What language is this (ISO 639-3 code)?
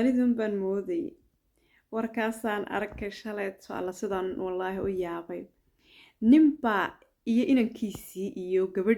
som